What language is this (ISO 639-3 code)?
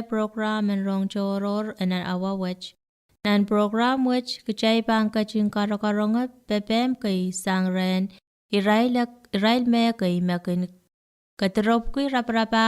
pon